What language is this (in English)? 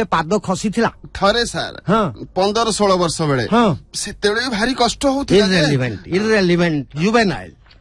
Odia